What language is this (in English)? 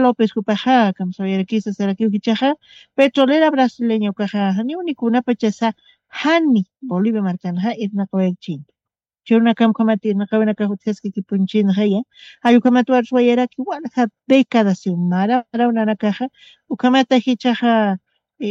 Aymara